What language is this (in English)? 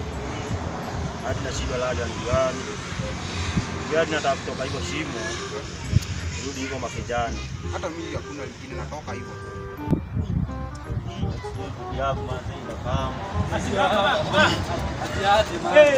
Swahili